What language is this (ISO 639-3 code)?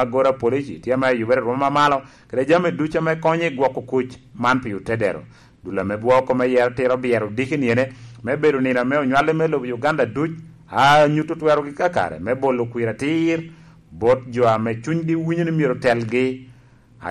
laj